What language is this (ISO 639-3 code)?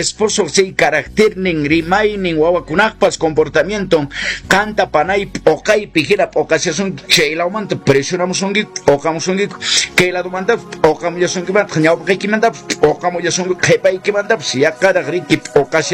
que